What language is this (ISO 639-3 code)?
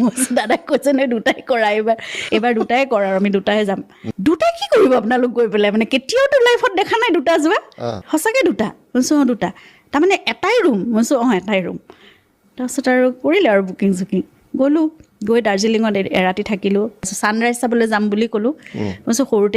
asm